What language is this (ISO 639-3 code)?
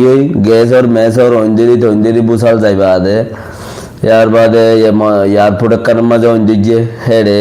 rhg